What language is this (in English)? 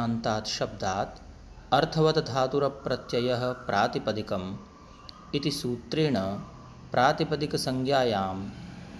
Sanskrit